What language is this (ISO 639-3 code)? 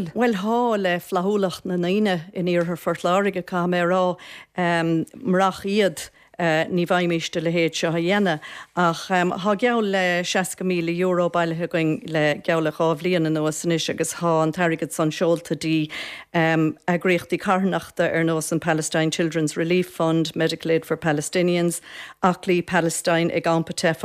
gle